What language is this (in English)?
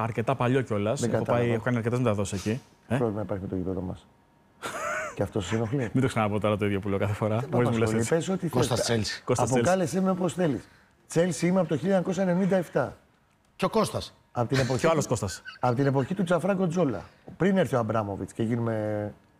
Greek